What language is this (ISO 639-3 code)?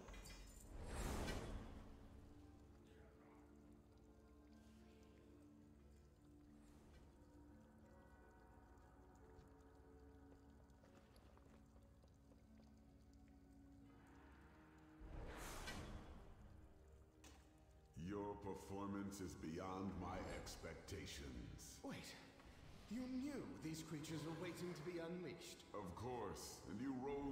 eng